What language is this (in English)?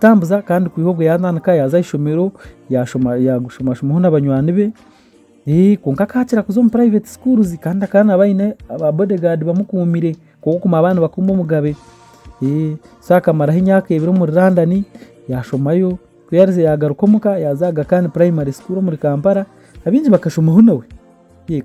Nyankole